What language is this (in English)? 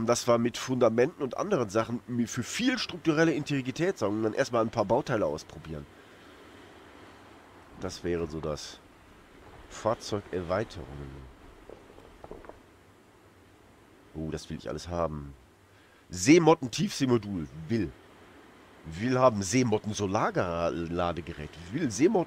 German